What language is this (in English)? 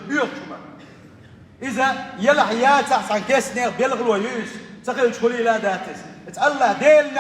Chechen